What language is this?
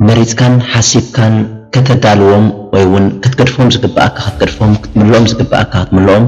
Tigrinya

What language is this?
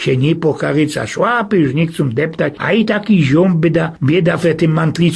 Silesian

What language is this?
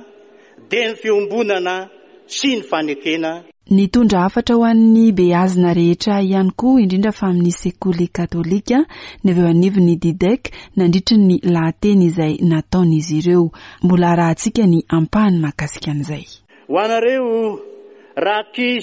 Malagasy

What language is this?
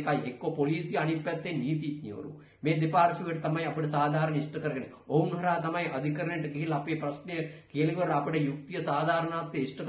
Sinhala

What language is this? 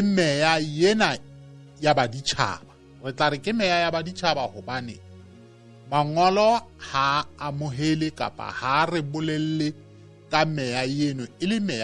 Southern Sotho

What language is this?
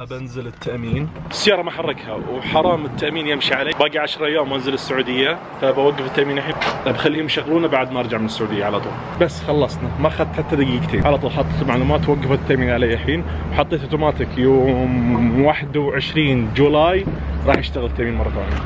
Najdi Arabic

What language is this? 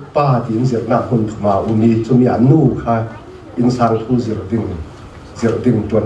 Falam Chin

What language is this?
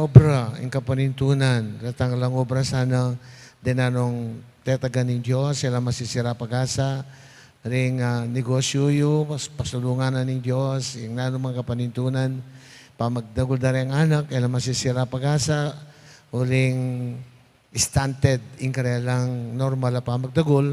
Pampanga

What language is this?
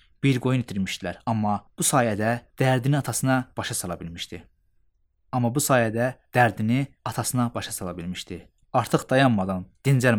Azerbaijani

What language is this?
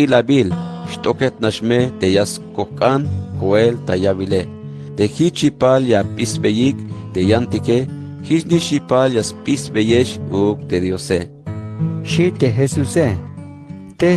Tzeltal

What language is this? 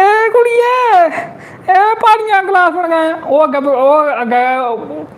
Dogri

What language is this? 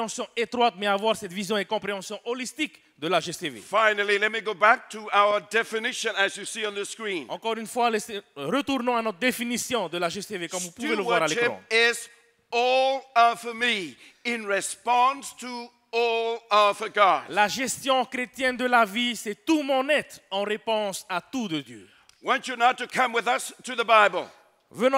French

